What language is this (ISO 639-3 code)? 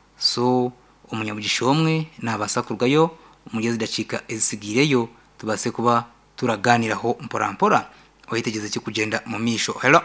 nyn